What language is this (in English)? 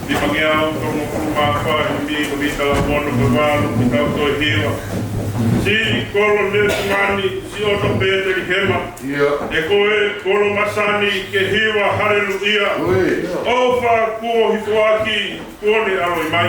Tongan